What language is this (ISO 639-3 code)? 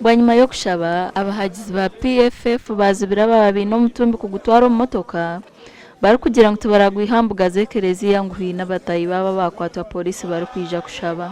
nyn